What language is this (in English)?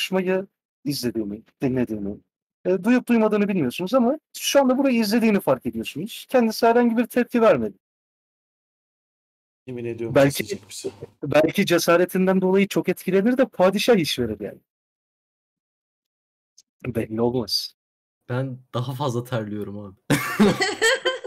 Turkish